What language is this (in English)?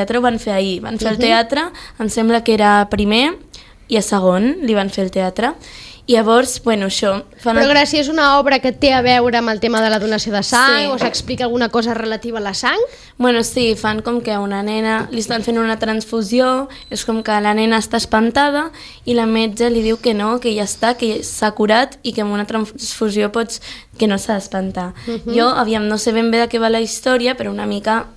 Catalan